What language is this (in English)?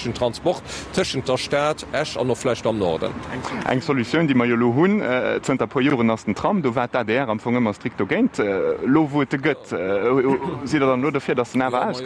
Luxembourgish